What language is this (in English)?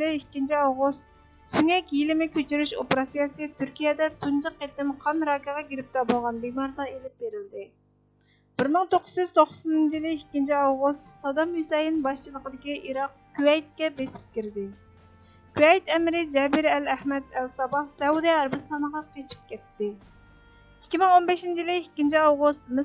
Uyghur